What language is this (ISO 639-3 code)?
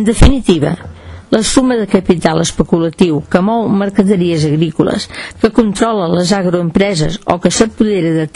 cat